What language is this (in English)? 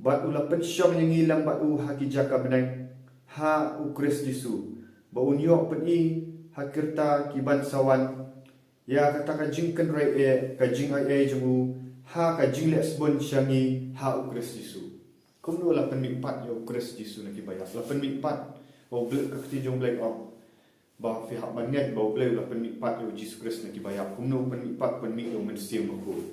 Khasi